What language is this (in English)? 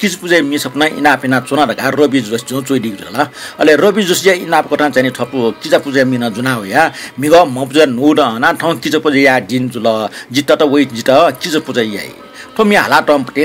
Newari